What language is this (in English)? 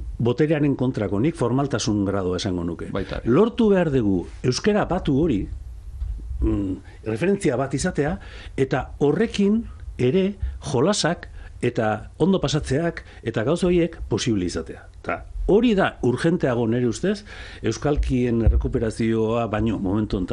Basque